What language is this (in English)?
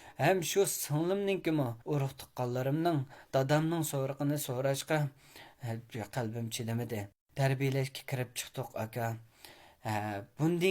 Uyghur